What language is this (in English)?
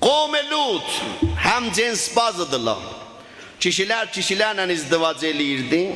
South Azerbaijani